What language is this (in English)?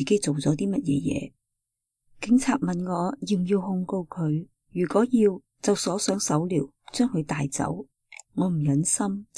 Cantonese